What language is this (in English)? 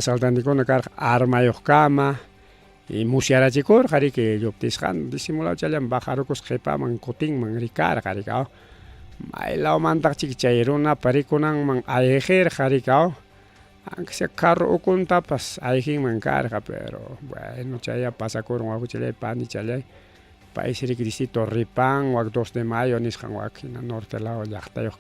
Ayacucho Quechua